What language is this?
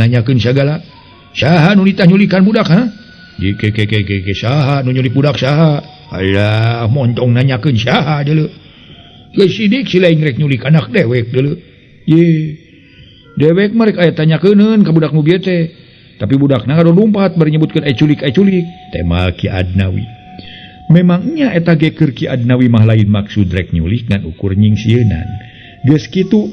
Sundanese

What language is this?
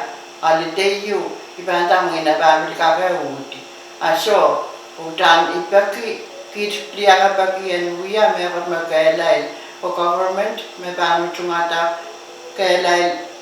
Pohnpeian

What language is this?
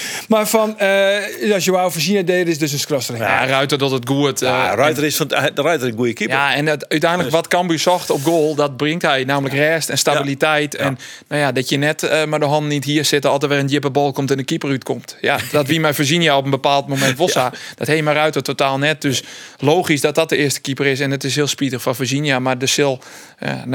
Western Frisian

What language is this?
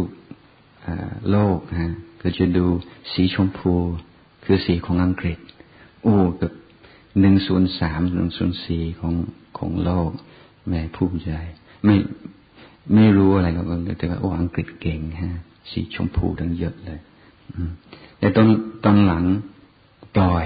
Thai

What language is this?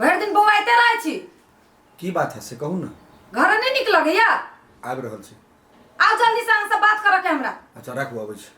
Maithili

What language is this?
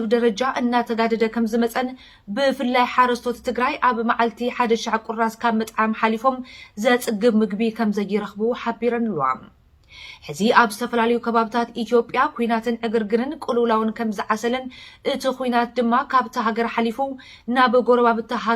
Tigrinya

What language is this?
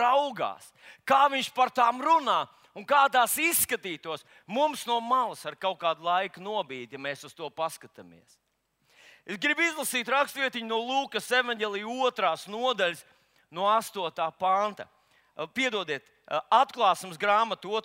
Latvian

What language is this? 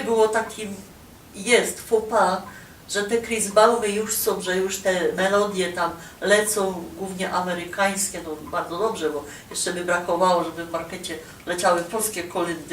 Silesian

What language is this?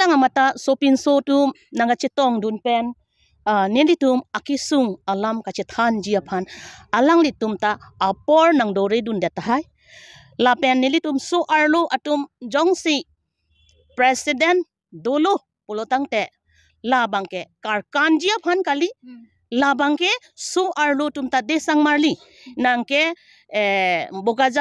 Karbi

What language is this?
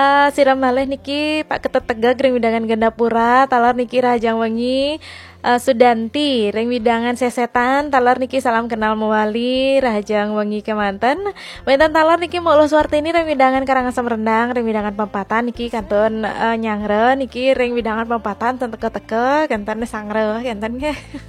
Balinese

